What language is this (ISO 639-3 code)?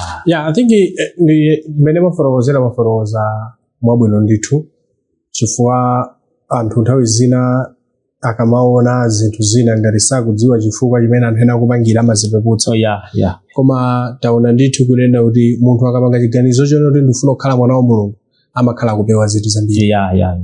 nya